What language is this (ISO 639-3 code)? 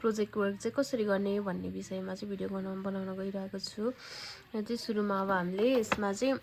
nep